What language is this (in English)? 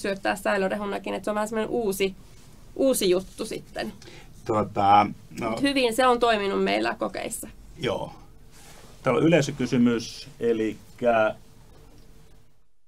Finnish